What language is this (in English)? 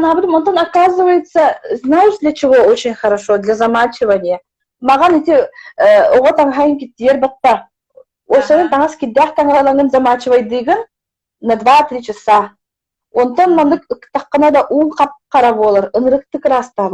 Yakut